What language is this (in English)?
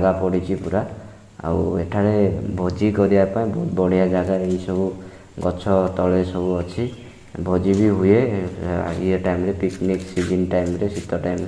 Odia